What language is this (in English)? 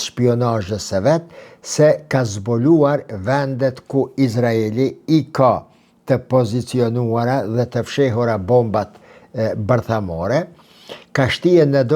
Albanian